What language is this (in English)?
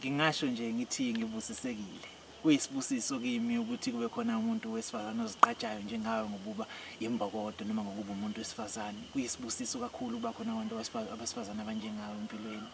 Zulu